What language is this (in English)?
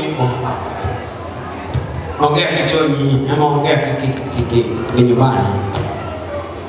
Swahili